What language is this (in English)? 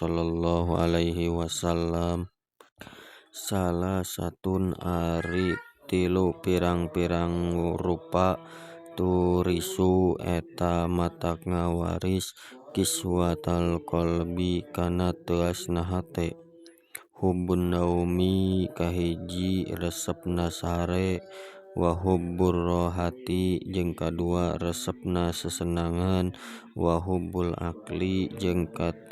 Sundanese